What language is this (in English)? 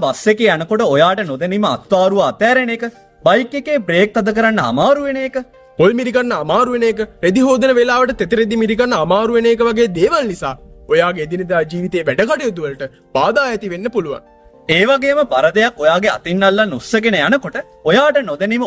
Sinhala